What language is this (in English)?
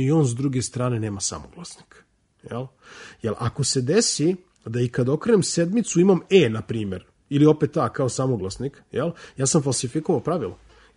Serbian